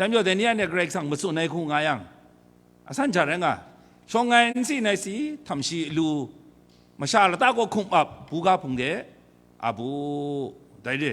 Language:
Kachin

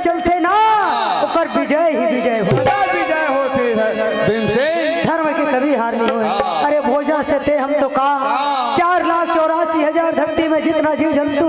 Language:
Chhattisgarhi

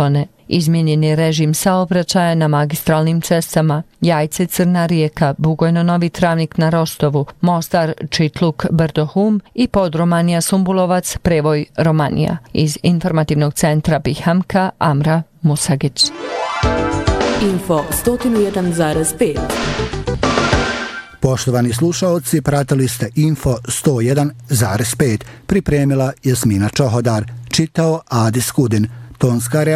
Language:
Bosnian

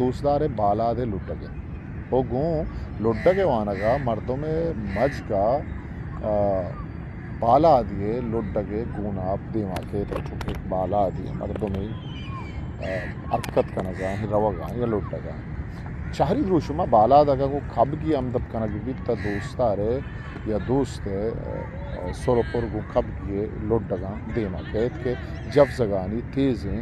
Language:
Baluchi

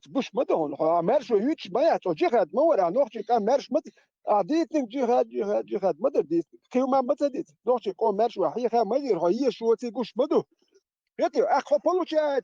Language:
Chechen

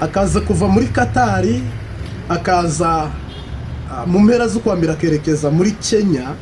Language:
Kinyarwanda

